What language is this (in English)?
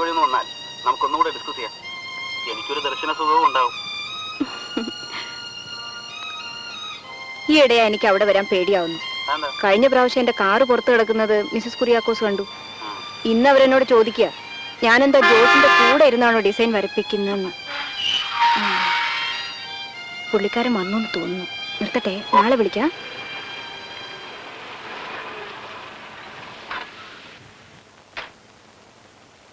Malayalam